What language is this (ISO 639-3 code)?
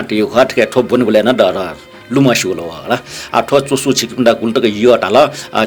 new